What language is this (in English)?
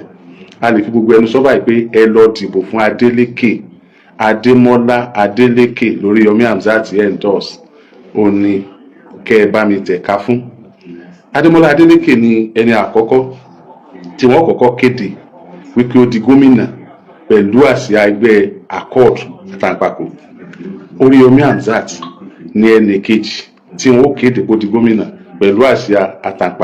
Yoruba